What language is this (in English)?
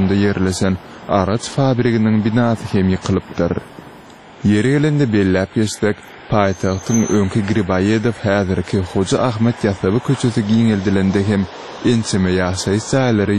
Turkmen